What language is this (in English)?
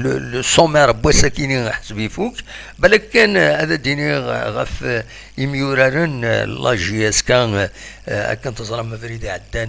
Kabyle